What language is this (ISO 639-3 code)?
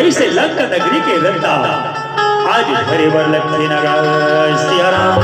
hne